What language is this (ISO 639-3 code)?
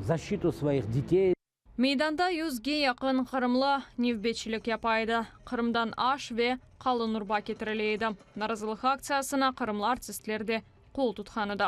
crh